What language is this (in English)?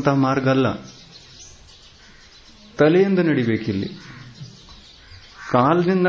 Kannada